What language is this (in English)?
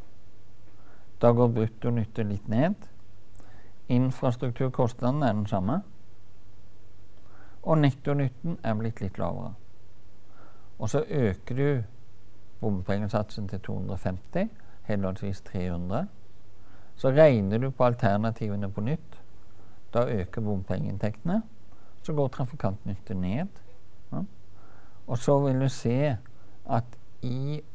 Norwegian